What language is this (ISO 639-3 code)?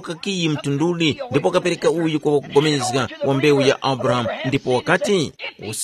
tum